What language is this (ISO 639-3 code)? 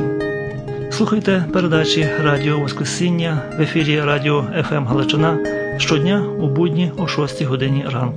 ukr